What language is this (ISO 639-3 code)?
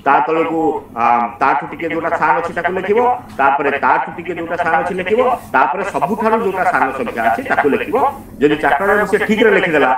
ori